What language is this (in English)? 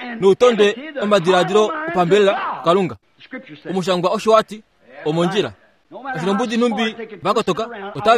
Kuanyama